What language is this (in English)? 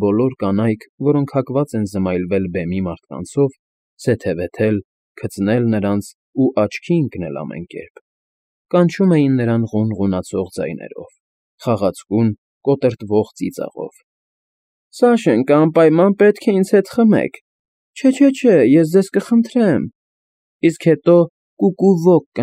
Armenian